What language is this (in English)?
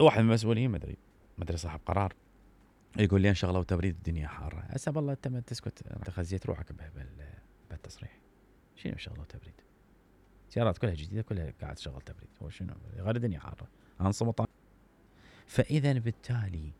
Mesopotamian Arabic